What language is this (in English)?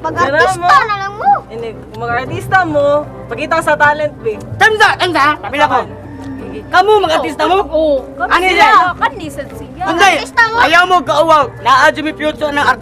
Cebuano